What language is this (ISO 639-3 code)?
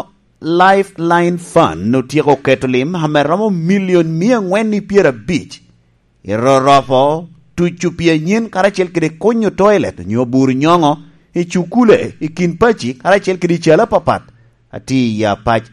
laj